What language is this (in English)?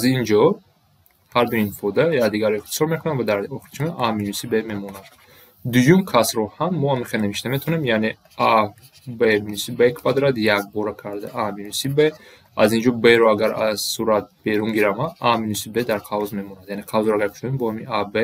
Tajik